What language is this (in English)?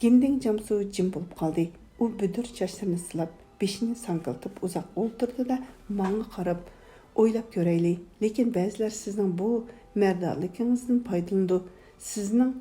Uyghur